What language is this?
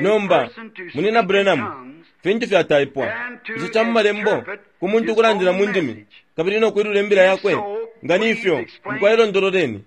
Bemba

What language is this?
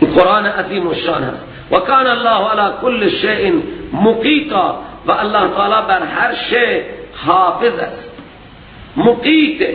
Persian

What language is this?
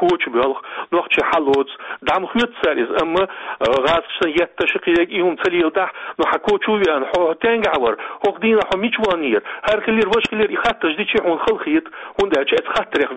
Chechen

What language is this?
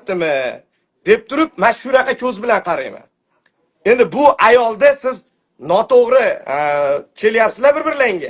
Uzbek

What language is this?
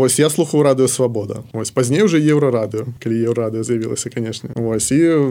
Belarusian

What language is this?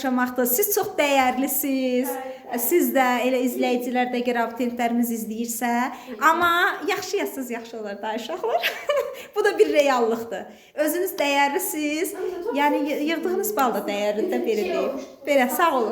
Azerbaijani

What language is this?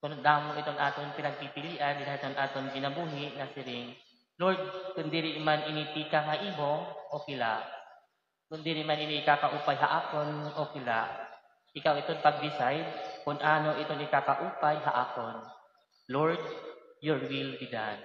Waray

